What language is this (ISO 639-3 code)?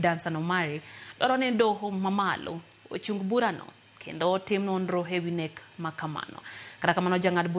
luo